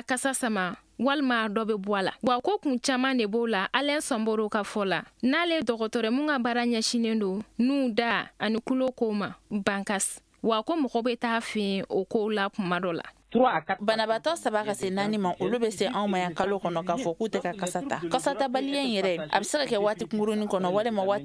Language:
Bambara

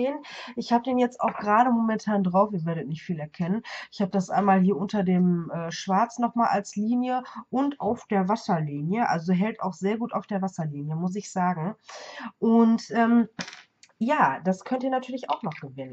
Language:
German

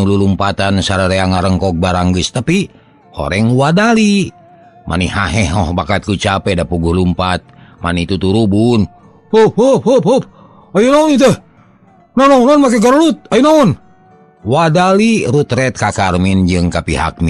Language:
Sundanese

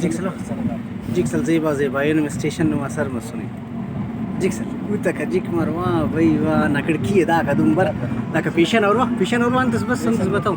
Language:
Brahui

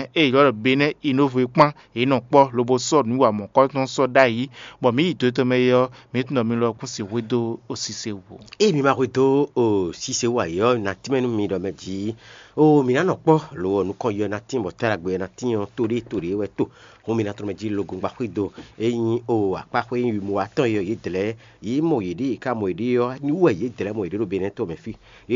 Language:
Fon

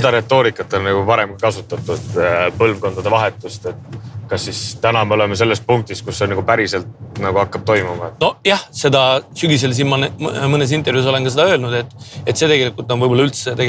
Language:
Estonian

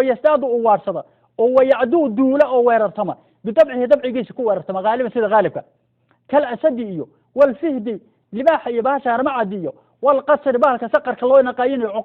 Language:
Somali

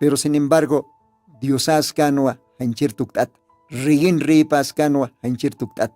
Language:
Aymara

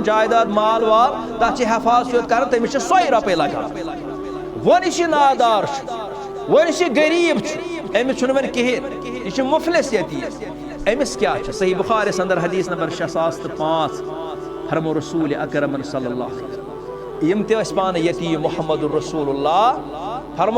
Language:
Kashmiri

